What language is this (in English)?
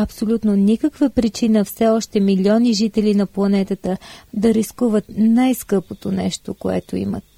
Bulgarian